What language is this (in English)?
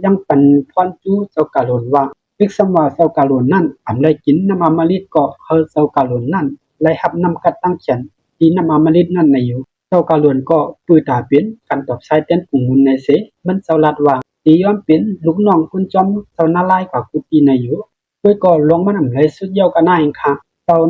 Shan